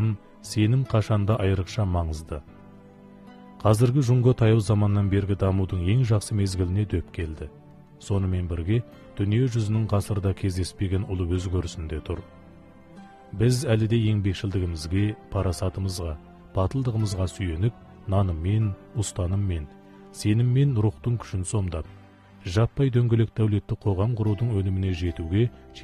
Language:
Kazakh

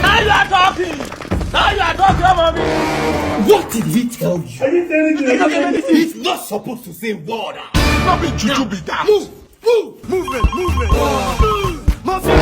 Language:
Nigerian Pidgin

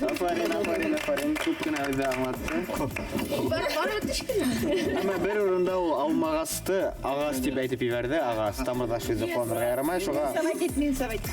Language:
Bashkir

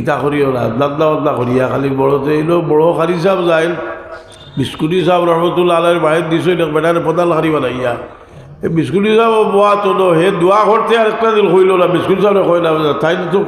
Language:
Sylheti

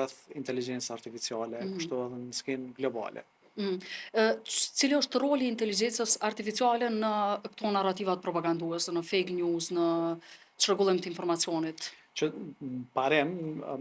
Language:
Albanian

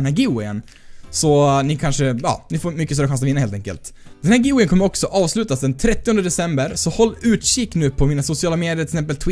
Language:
Swedish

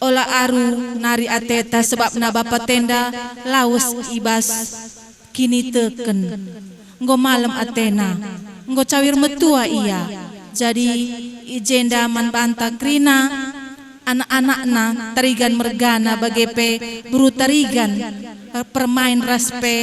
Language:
Batak Karo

